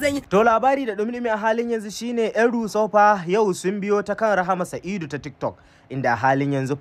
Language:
Hausa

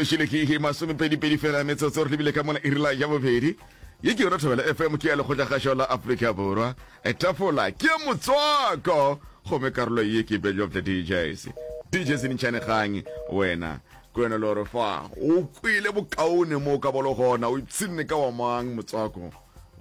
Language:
Northern Sotho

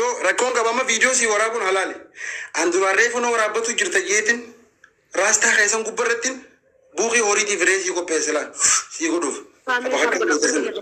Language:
Oromo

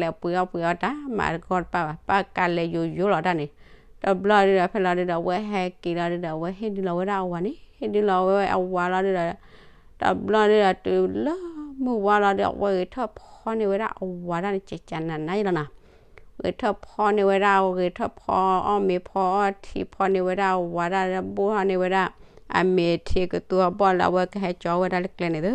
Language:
S'gaw Karen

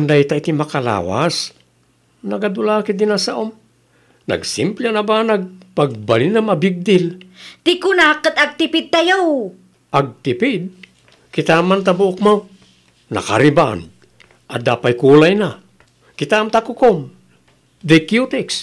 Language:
Iloko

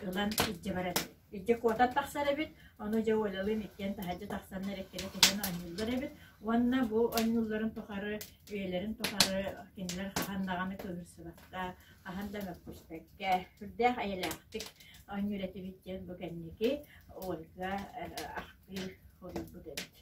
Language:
Yakut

